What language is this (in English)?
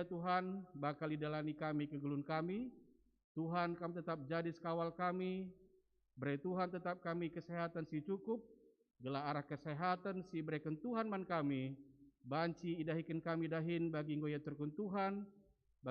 Batak Karo